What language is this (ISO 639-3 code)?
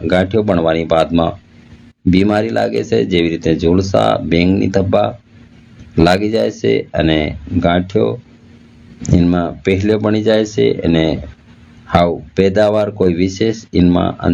guj